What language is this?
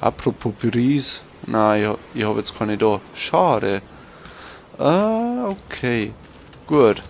Bavarian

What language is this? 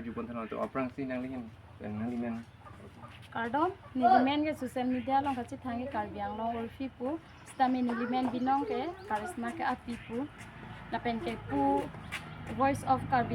Karbi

